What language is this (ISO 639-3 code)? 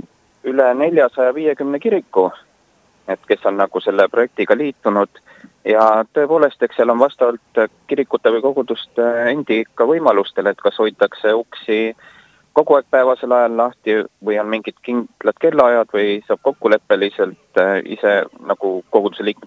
est